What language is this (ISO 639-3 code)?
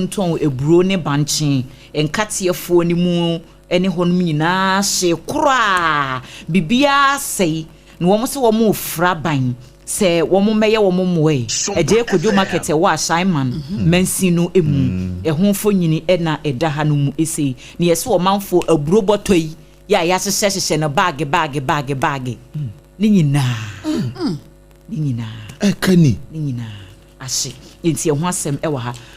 aka